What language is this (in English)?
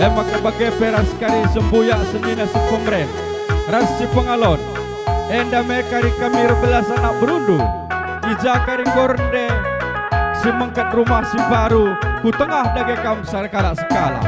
Batak Karo